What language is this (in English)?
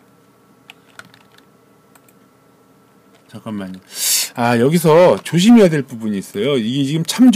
Korean